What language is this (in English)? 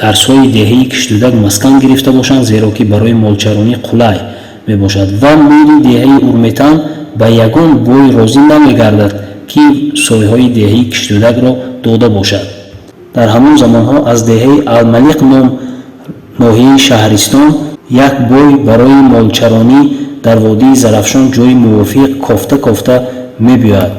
Tajik